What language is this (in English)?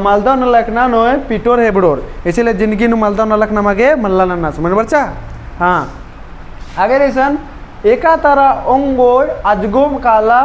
Kurukh